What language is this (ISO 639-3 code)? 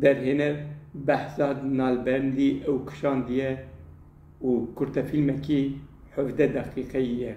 kur